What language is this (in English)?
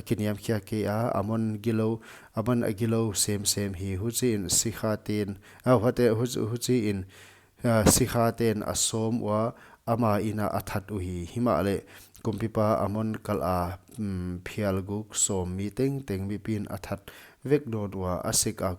Paite Chin